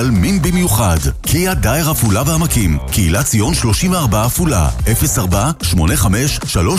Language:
Hebrew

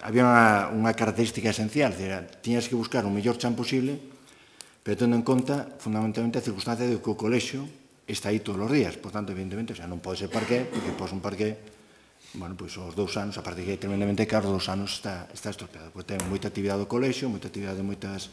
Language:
Galician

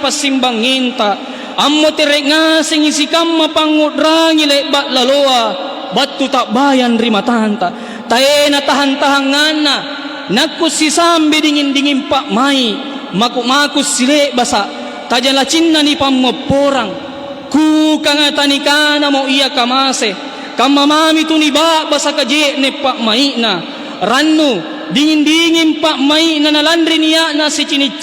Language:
Makasar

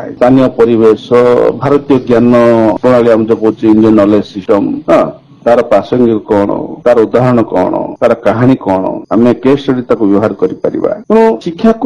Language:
Odia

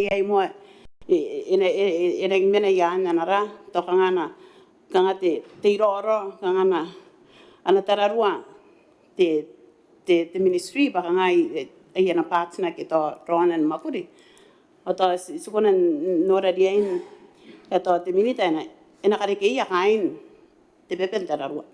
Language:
Gilbertese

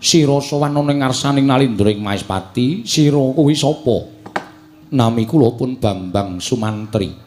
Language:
Javanese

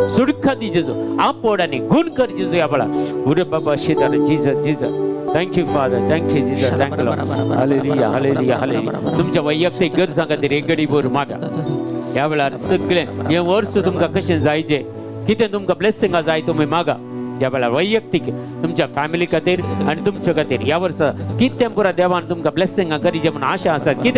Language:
Konkani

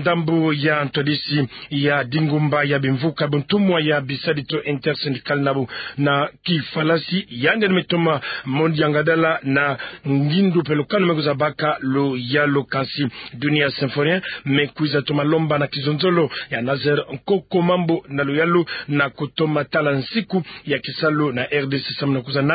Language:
Kituba (Democratic Republic of Congo)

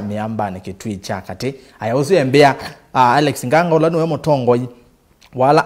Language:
Kamba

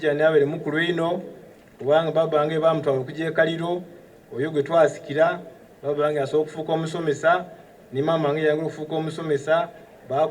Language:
Soga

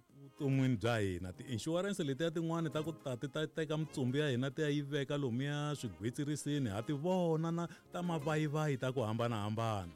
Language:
Tsonga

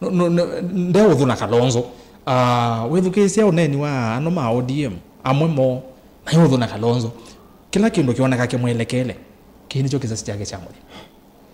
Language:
Kamba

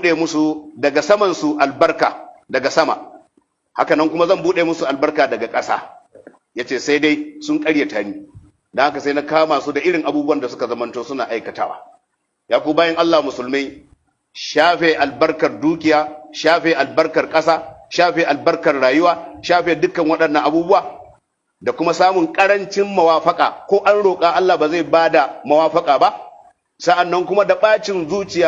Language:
Hausa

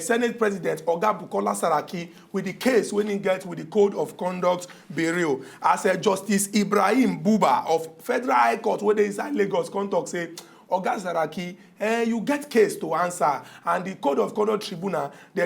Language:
Nigerian Pidgin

